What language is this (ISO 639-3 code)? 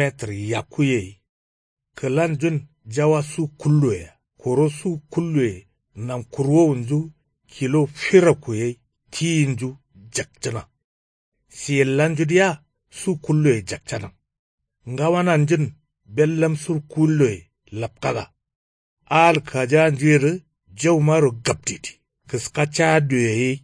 kau